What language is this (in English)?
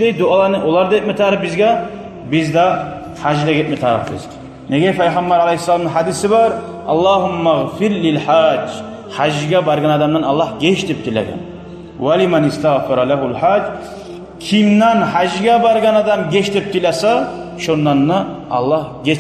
Kumyk